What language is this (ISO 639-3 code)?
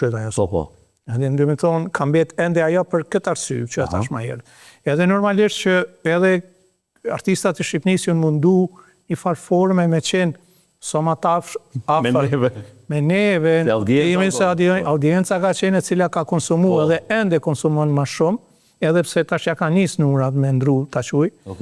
sqi